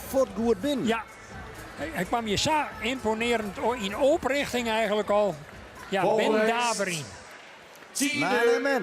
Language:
Western Frisian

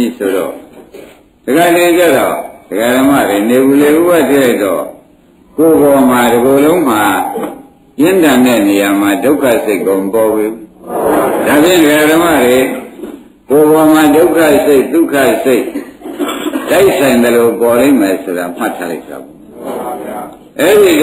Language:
Burmese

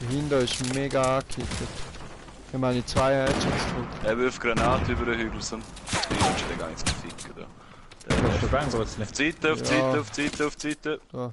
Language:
Swiss German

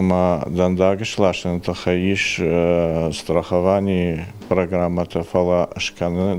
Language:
Ossetic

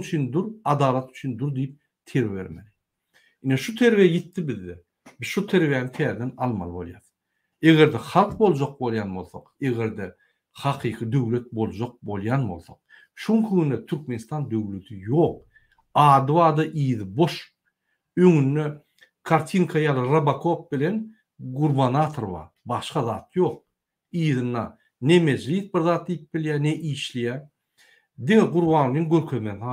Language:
Turkmen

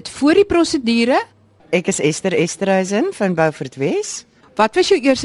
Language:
Afrikaans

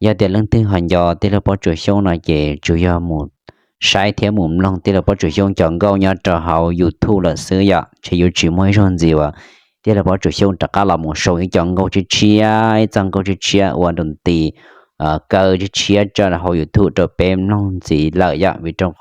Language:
Hmong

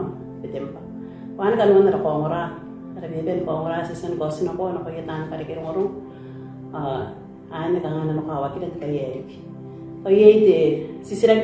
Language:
Gilbertese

